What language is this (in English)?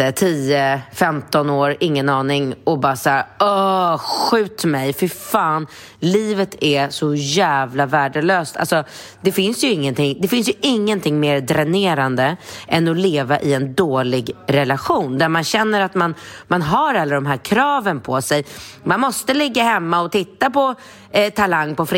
Swedish